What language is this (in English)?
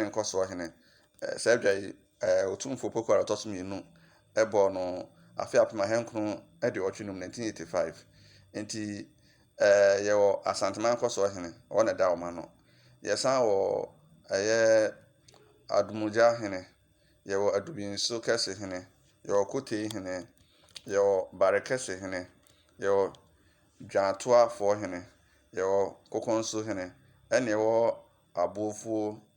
Akan